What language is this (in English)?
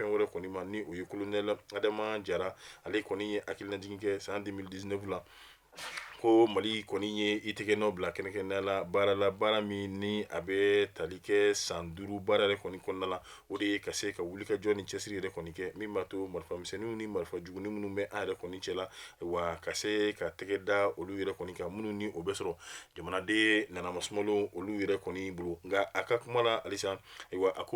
Bambara